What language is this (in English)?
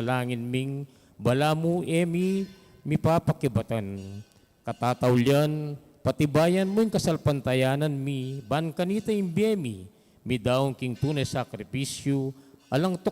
Pampanga